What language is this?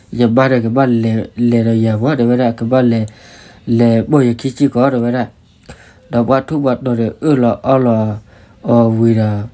S'gaw Karen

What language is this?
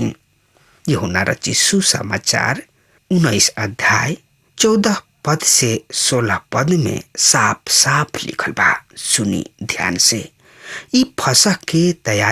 Bhojpuri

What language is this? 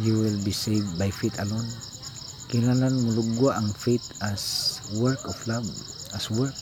Cebuano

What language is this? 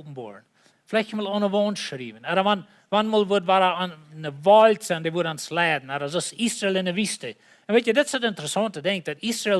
Plautdietsch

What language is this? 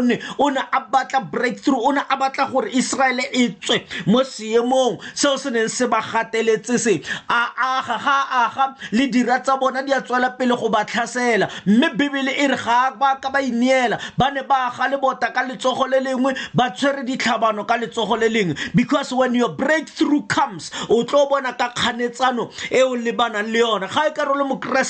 Tswana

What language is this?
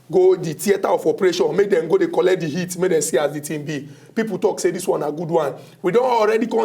Nigerian Pidgin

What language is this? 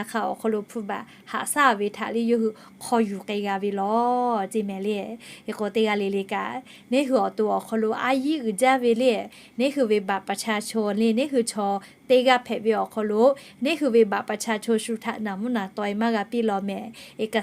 Lahu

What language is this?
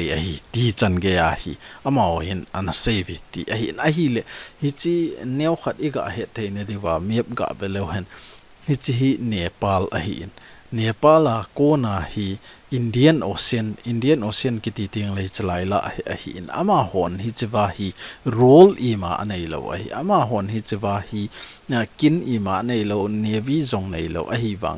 Thado Chin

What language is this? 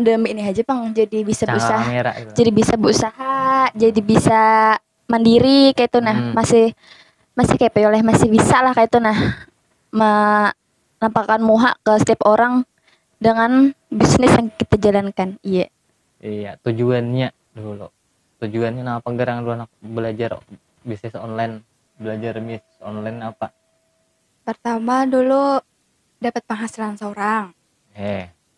Banjar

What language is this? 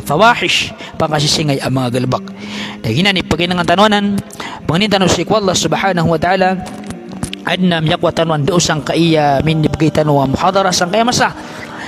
Maranao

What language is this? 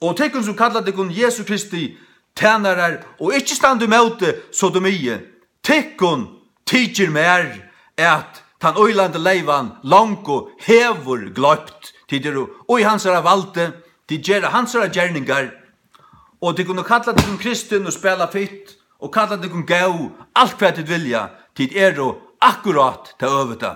Faroese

